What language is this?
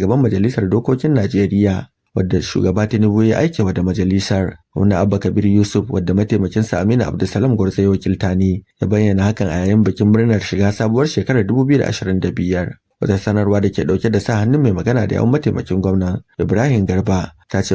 Hausa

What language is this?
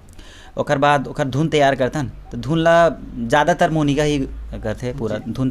Chhattisgarhi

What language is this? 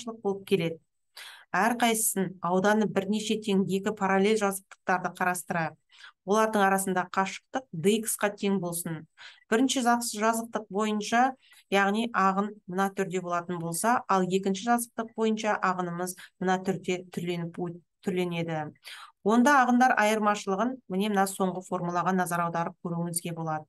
Kazakh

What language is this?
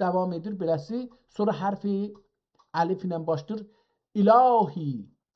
South Azerbaijani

